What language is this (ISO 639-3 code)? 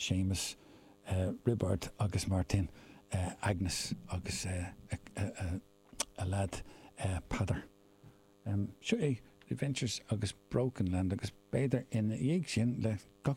gle